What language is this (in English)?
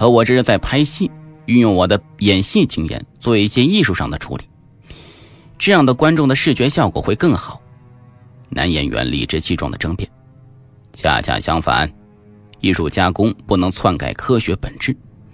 Chinese